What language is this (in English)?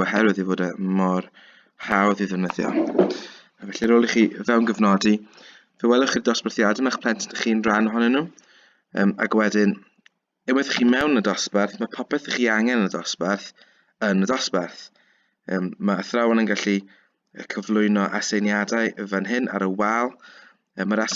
Welsh